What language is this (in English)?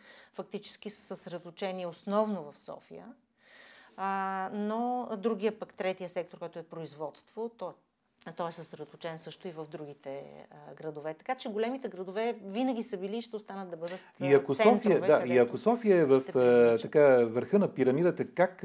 Bulgarian